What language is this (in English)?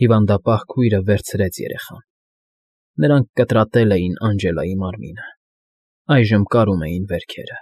Armenian